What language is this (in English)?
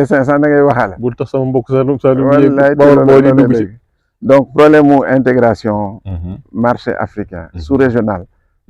Wolof